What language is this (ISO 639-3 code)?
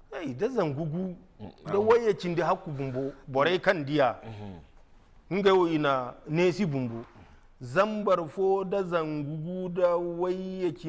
dje